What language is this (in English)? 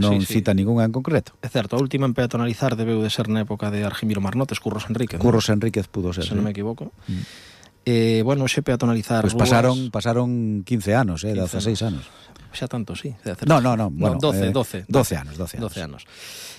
Galician